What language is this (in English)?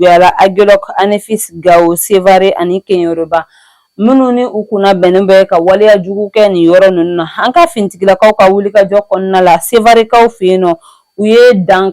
Bambara